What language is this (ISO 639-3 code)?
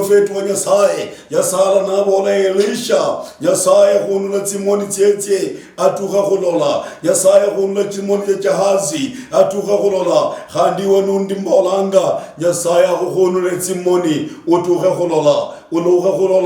luy